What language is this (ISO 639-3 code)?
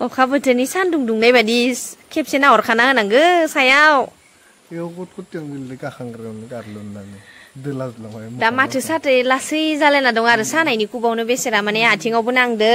brx